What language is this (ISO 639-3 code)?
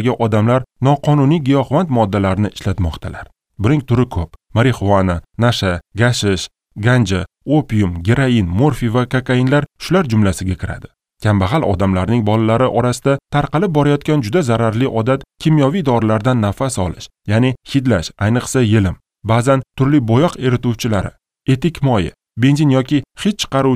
uzb